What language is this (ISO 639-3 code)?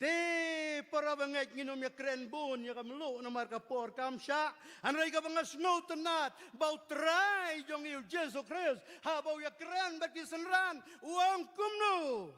kha